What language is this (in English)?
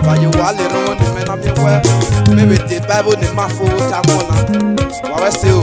Esan